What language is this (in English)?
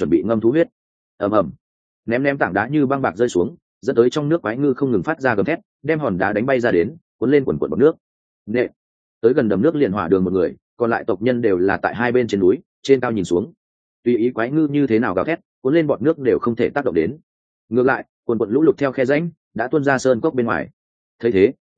Vietnamese